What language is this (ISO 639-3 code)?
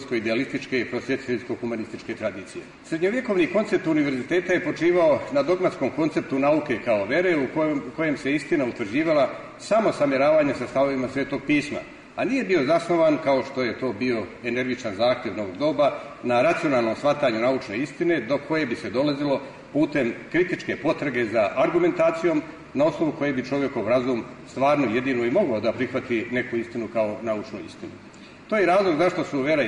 srp